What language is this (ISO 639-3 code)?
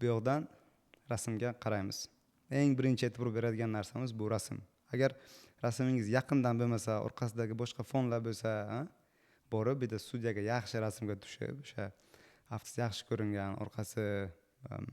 uzb